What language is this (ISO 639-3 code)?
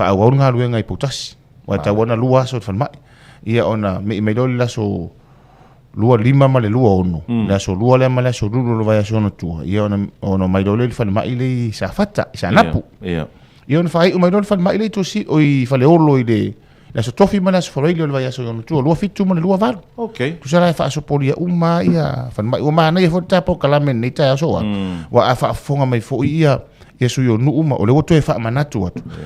smo